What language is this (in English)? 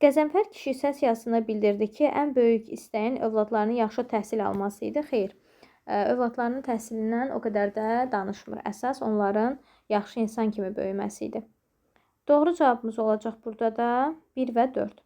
Azerbaijani